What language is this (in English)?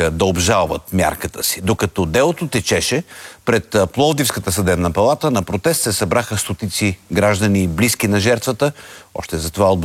Bulgarian